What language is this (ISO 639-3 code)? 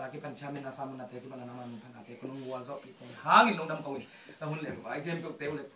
ctd